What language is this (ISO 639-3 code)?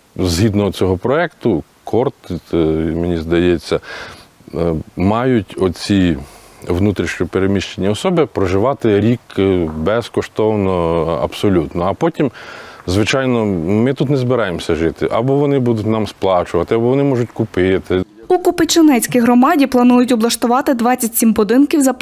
ukr